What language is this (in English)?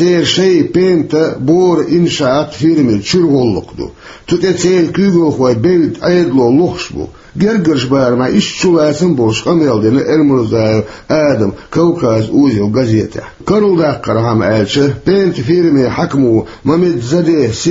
Chechen